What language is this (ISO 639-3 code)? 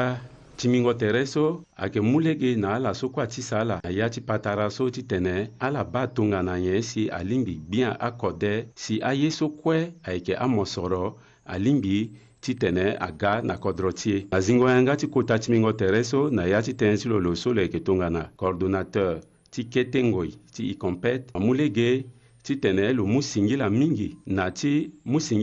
sag